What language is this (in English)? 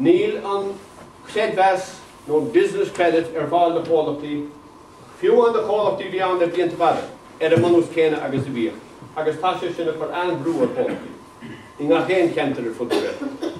Irish